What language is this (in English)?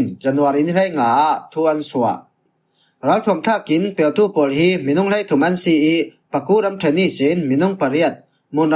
Falam Chin